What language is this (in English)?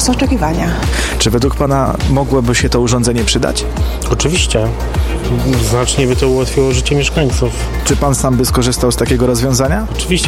Polish